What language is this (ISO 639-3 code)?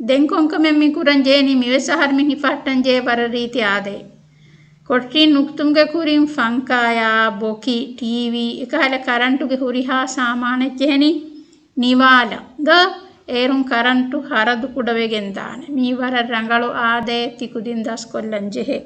div